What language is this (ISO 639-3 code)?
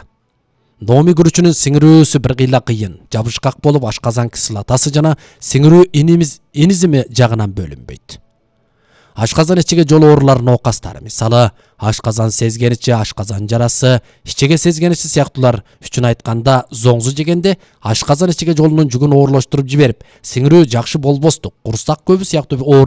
kir